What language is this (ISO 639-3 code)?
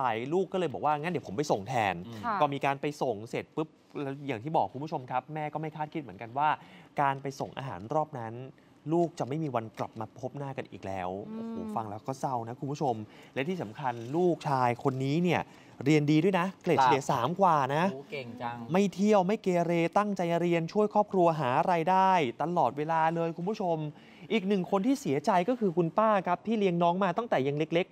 tha